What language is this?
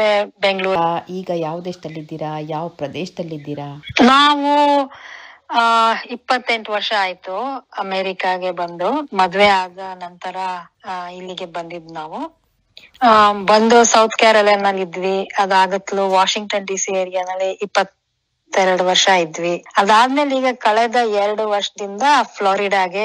Kannada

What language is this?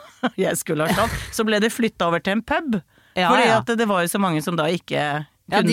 Norwegian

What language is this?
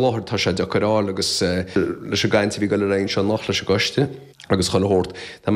Irish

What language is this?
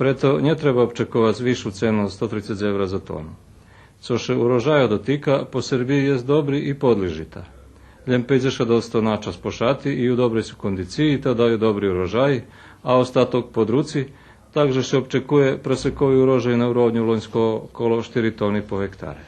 Rusyn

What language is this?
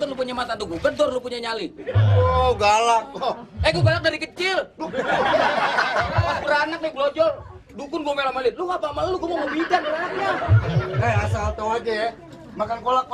Betawi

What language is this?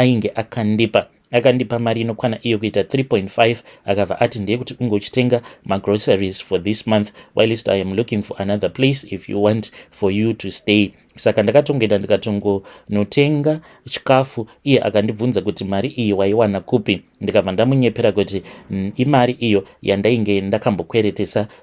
Shona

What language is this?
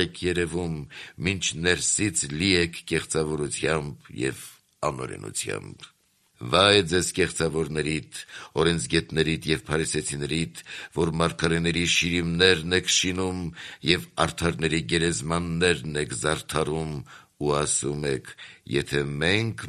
Armenian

